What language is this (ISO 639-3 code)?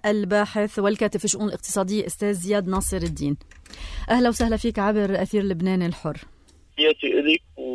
apc